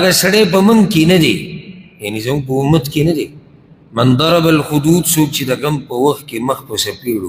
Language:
Pashto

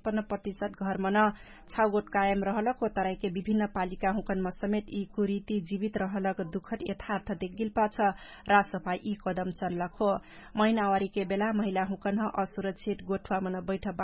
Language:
Dangaura Tharu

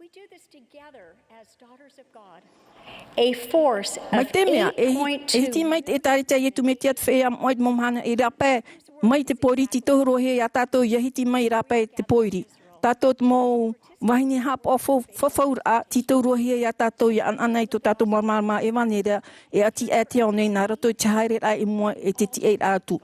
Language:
Tahitian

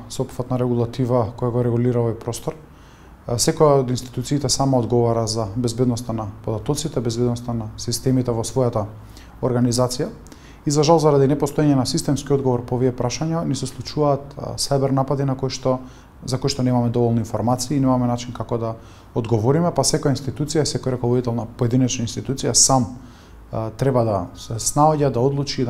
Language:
Macedonian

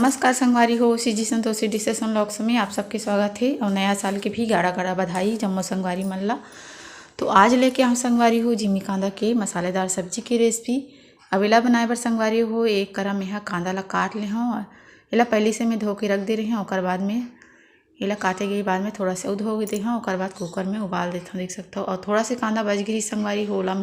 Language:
Chhattisgarhi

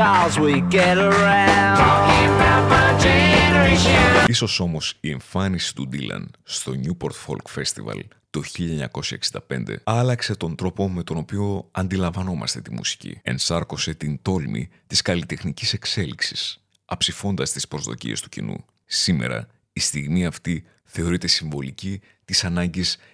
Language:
Greek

